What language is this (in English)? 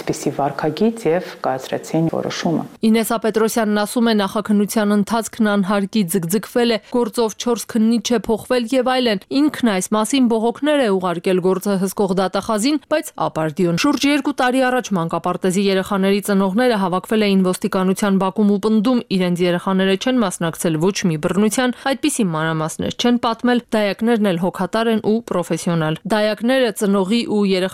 Armenian